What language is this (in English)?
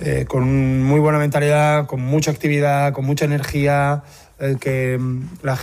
Galician